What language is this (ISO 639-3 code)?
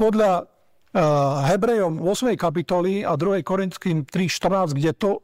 slk